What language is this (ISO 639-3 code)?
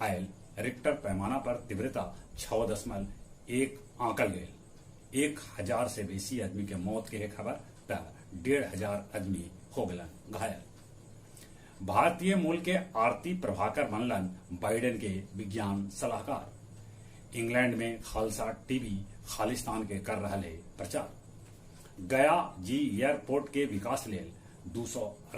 mag